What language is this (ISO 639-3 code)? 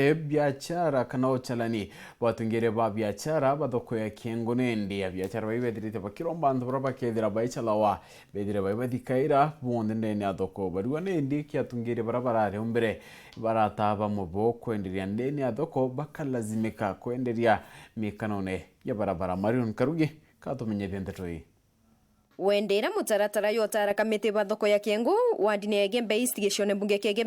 mer